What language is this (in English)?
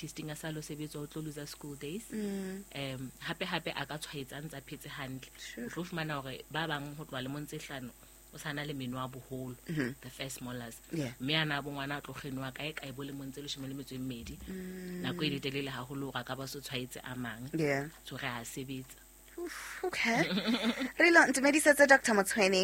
Southern Sotho